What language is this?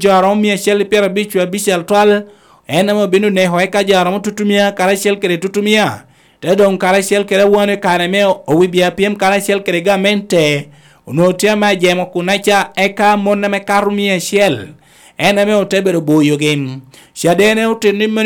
Lango (Uganda)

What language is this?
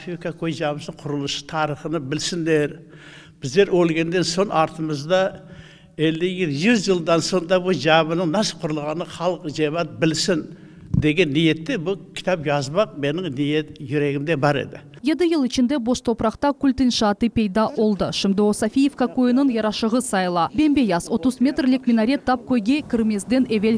Crimean Tatar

